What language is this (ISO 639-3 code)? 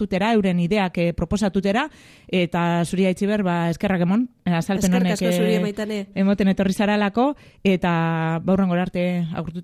eus